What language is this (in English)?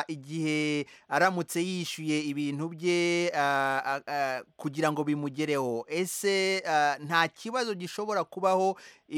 Kinyarwanda